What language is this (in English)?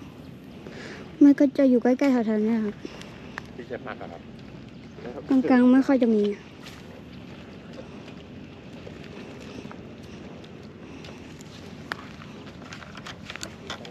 Thai